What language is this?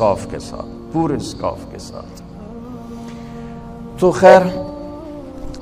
Urdu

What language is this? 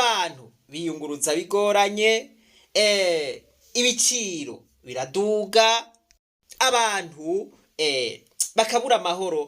Rundi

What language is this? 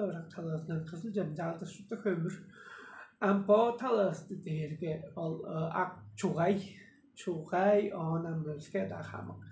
Tuvinian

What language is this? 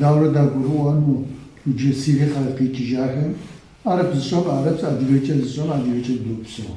Kabardian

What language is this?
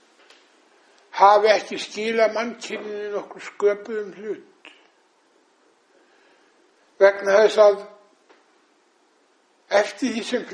Icelandic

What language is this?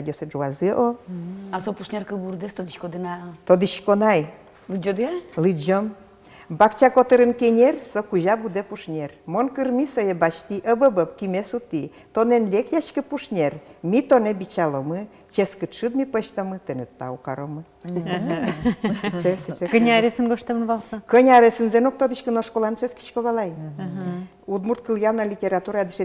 Udmurt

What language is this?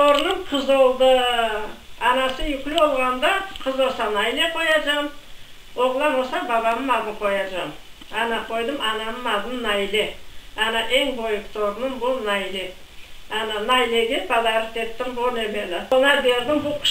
Crimean Tatar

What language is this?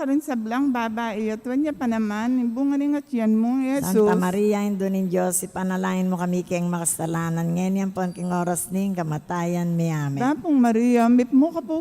Pampanga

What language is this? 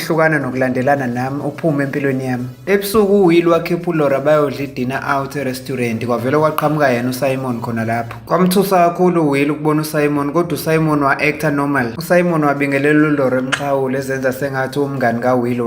Zulu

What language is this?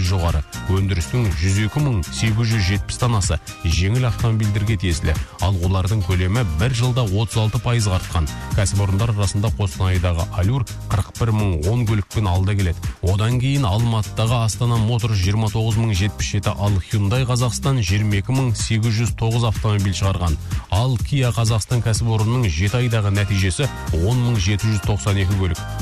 Kazakh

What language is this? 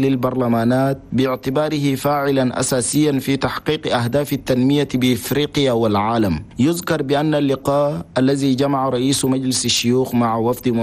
Arabic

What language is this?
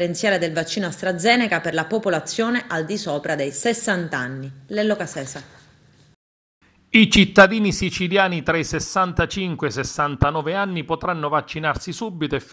Italian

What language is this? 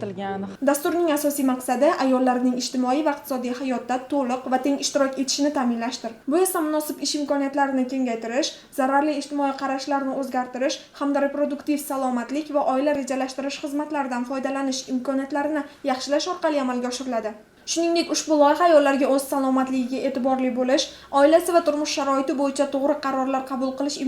Uzbek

